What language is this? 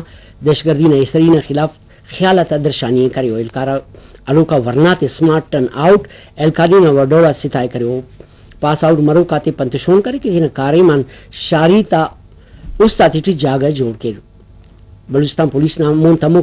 Brahui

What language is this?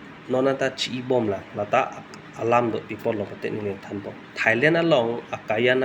Karbi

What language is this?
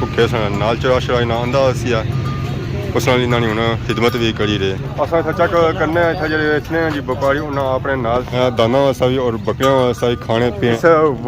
Pahari-Potwari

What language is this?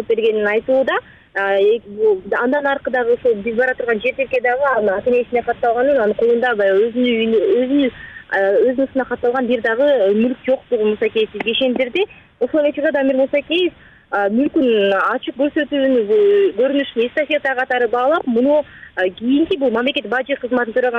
Kyrgyz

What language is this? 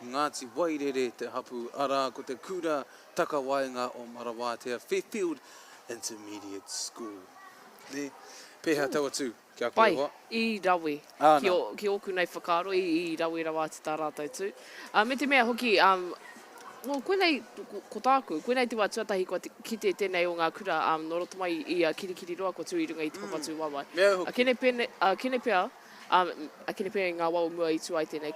Māori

